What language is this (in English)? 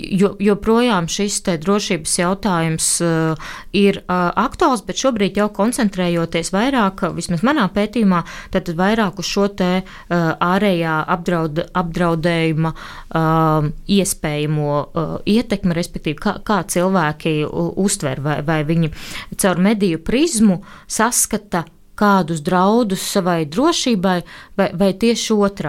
Latvian